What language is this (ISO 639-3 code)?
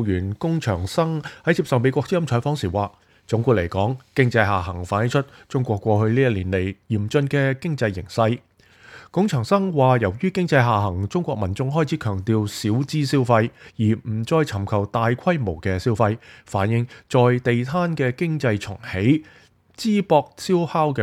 yue